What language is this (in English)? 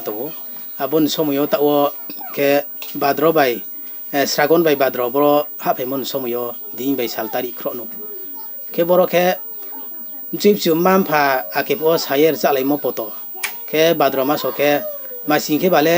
Riang (India)